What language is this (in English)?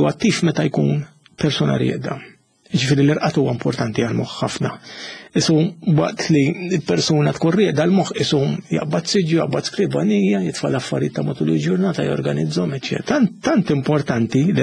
Maltese